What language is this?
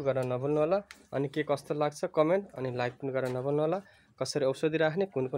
Nepali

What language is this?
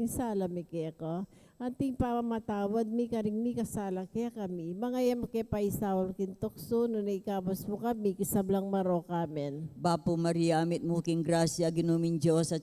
Pampanga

